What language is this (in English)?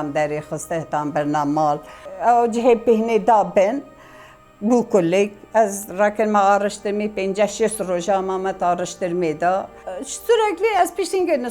Kurdish